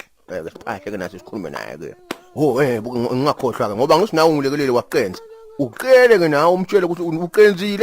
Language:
Zulu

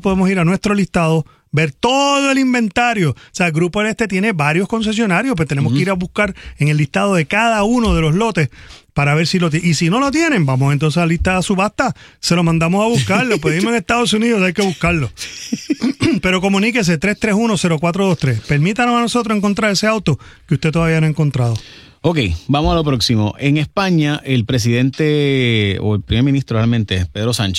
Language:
Spanish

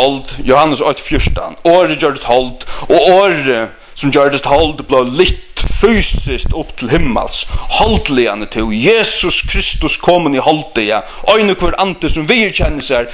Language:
Faroese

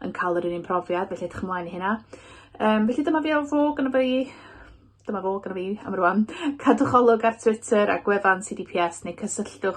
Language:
Welsh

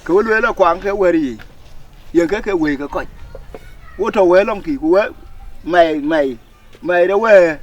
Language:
Dinka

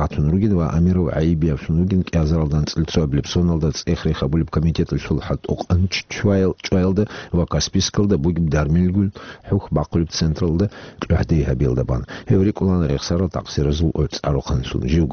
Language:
Avaric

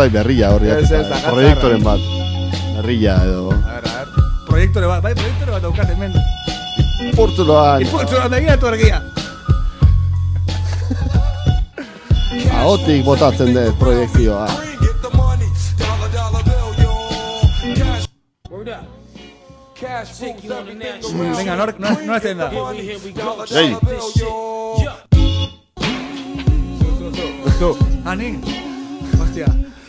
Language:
Basque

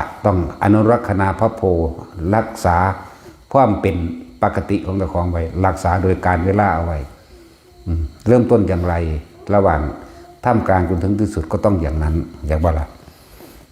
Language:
Northeastern Thai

